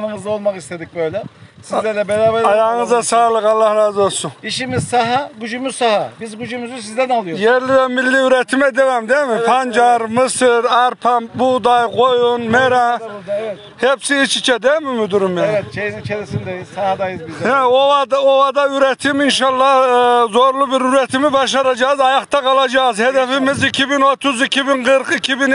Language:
Turkish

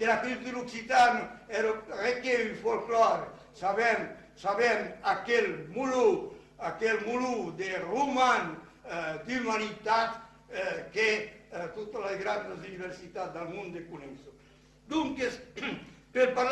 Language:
Occitan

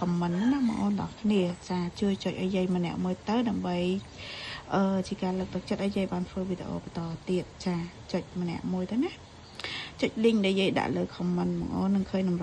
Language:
Khmer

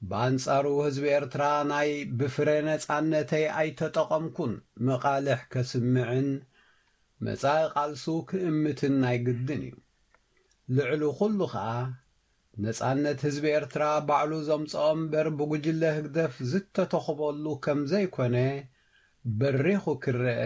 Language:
Tigrinya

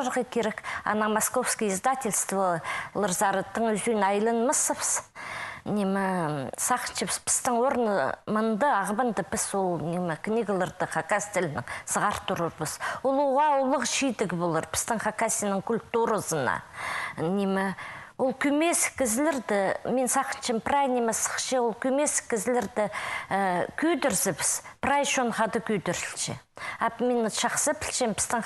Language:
Khakas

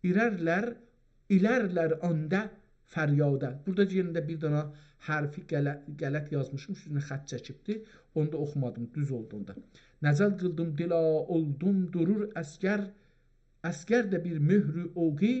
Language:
South Azerbaijani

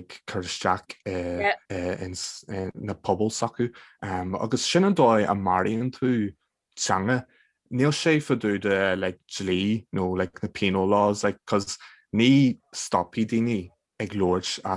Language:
Irish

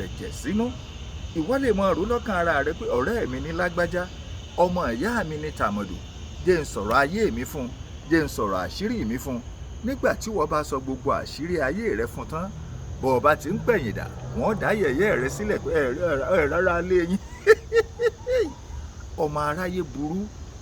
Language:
Yoruba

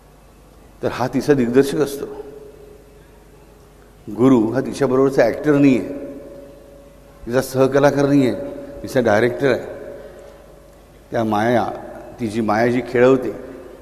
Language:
Marathi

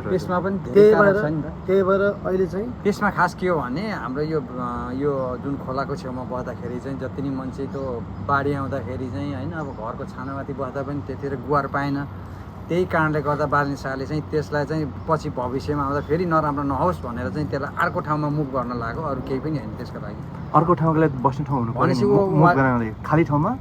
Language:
Nepali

